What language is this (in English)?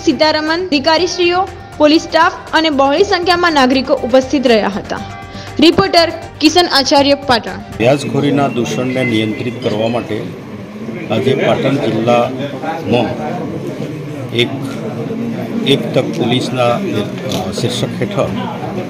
Gujarati